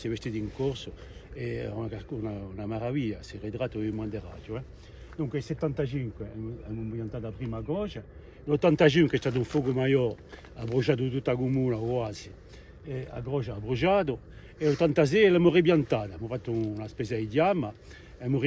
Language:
Corsican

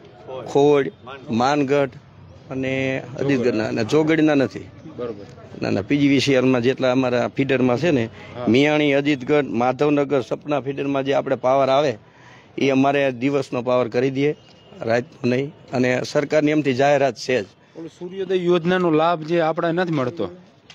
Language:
Gujarati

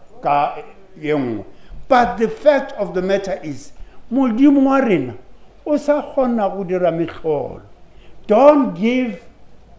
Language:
Northern Sotho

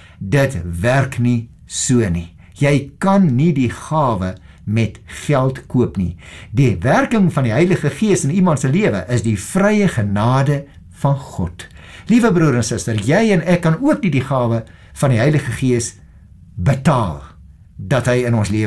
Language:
Afrikaans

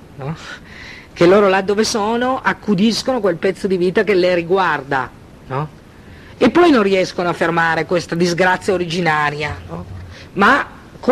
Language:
Italian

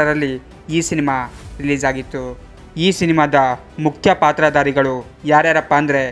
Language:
Kannada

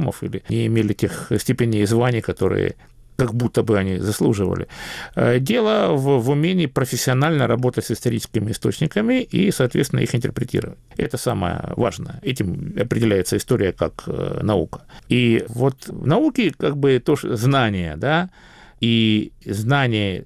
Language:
Russian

